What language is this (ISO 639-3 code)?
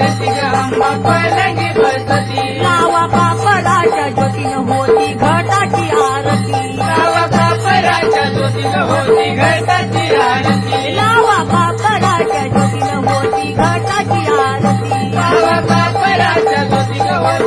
mar